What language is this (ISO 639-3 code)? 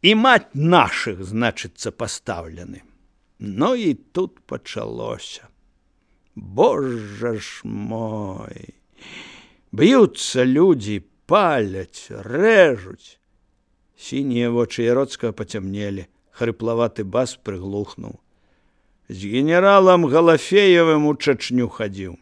bel